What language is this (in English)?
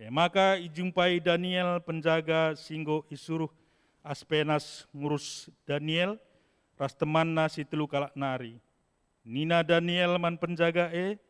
Batak Karo